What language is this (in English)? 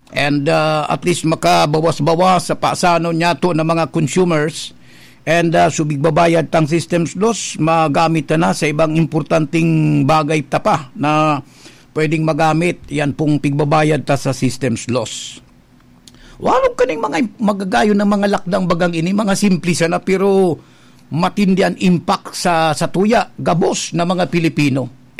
Bikol